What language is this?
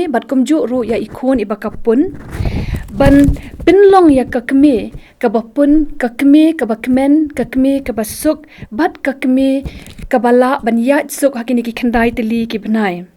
Khasi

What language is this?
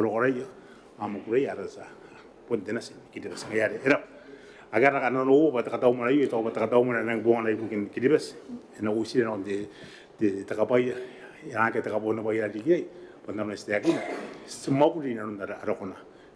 Gilbertese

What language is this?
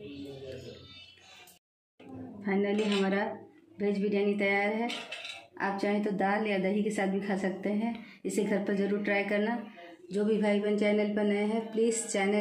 Hindi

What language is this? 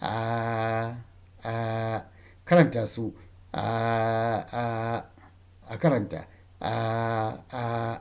Hausa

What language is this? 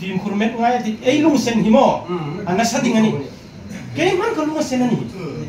Hmar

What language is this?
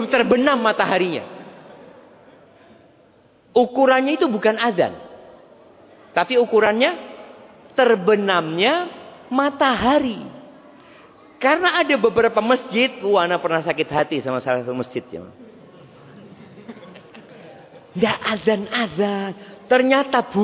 Indonesian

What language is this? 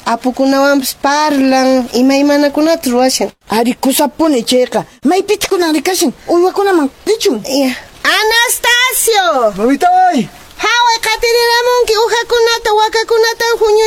Quechua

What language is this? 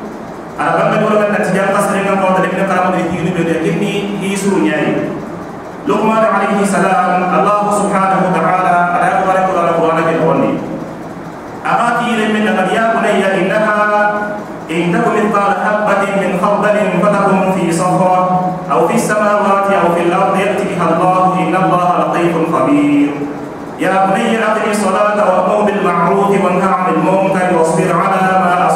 Soninke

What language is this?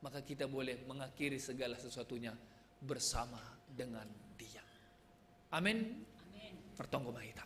Batak Simalungun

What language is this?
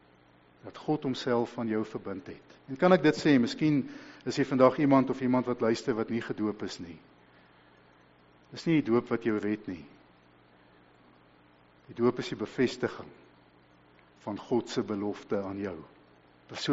Afrikaans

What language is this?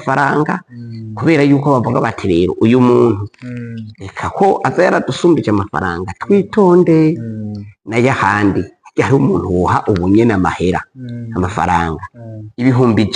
Rundi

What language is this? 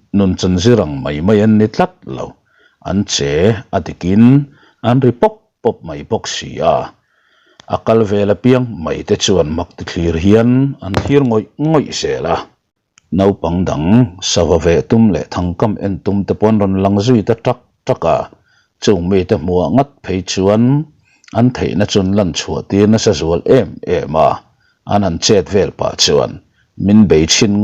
Mizo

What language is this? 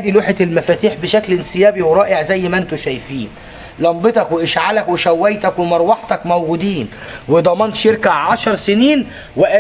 Egyptian Arabic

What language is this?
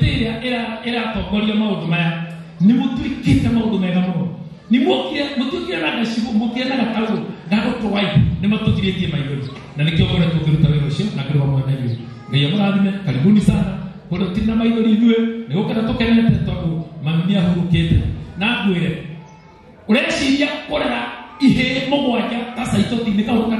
Kikuyu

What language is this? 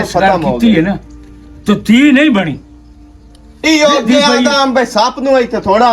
Western Panjabi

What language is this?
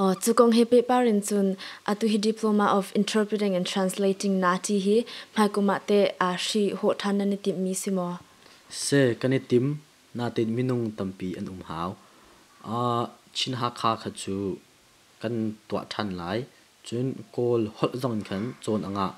Hakha Chin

